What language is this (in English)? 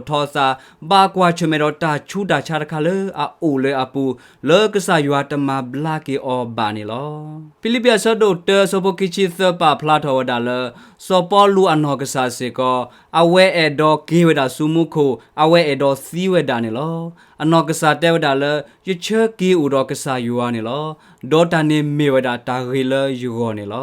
S'gaw Karen